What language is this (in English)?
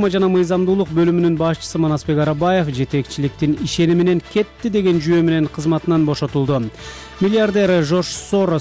Kyrgyz